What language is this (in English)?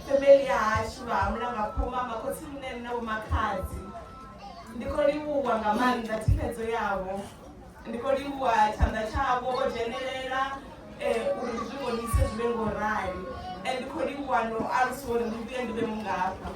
Venda